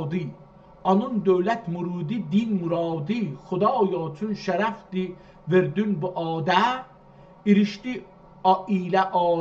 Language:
South Azerbaijani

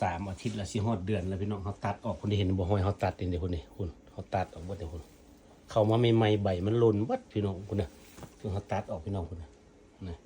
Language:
Northeastern Thai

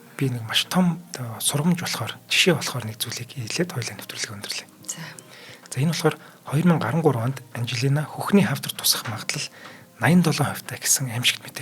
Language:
Mongolian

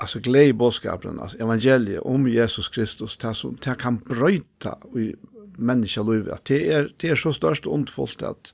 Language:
Faroese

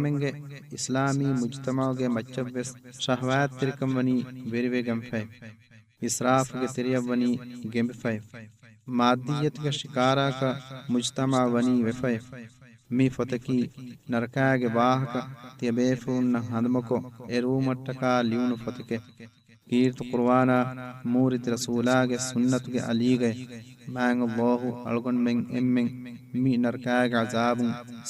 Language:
Divehi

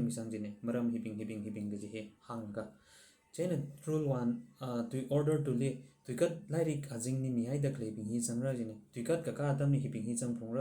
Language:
Tangkhul Naga (India)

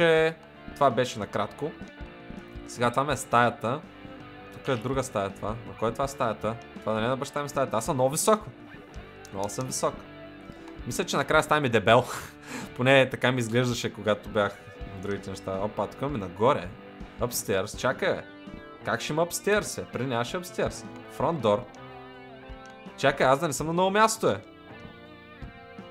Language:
Bulgarian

